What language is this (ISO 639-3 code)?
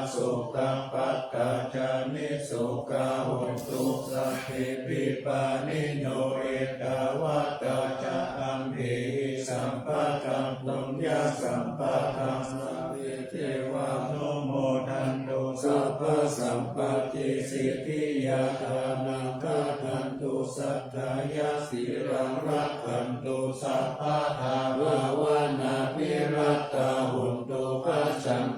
pli